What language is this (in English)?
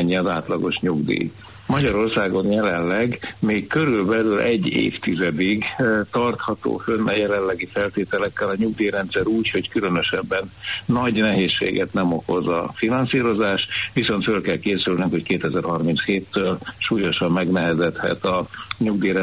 Hungarian